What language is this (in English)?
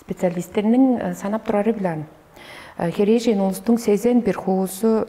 Tuvinian